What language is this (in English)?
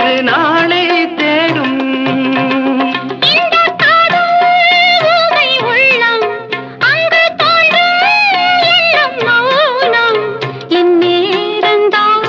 Tamil